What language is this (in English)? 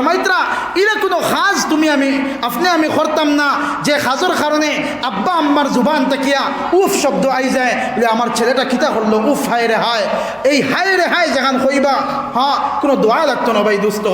Sylheti